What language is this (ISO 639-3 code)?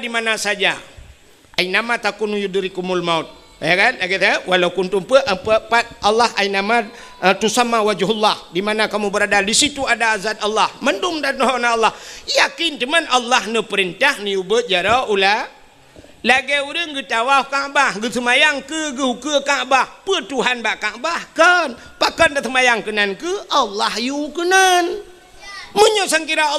ace